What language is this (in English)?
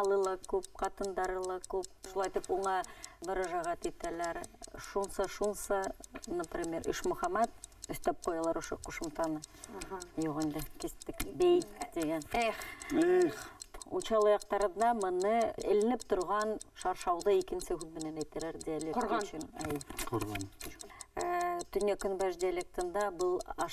Bashkir